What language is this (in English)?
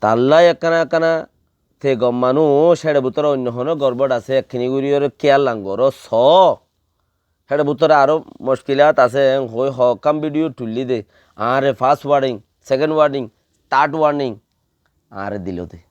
Rohingya